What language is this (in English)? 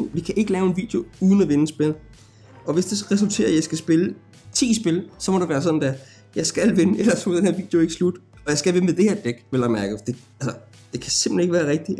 Danish